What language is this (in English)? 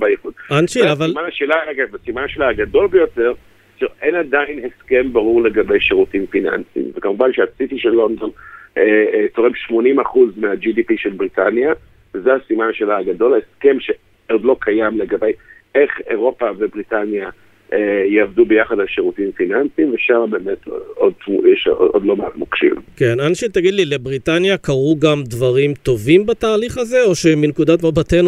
Hebrew